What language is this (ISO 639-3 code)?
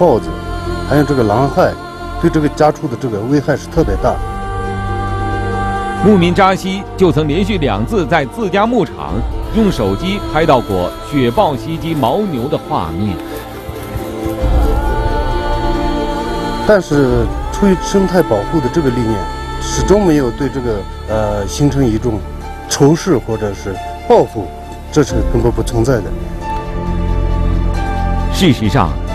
zho